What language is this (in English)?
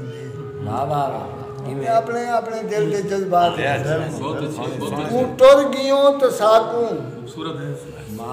Saraiki